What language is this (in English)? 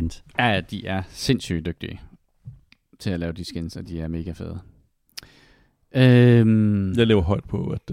Danish